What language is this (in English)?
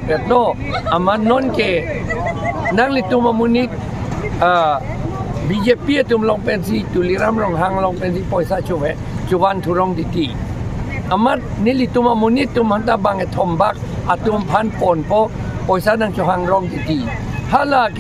Karbi